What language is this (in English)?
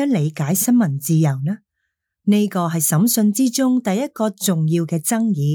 Cantonese